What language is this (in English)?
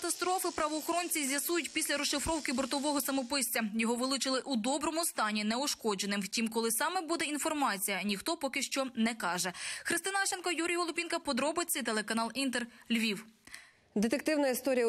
Ukrainian